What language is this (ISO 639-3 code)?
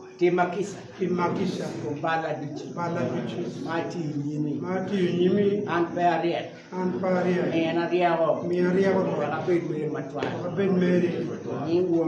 ach